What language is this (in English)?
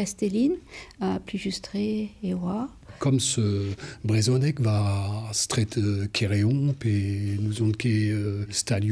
Breton